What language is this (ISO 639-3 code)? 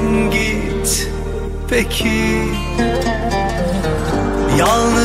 tur